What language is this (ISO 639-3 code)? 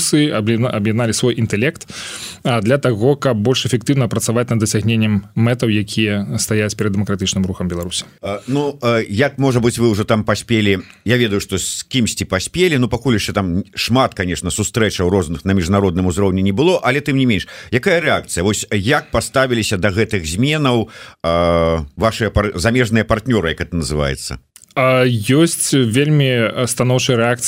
bel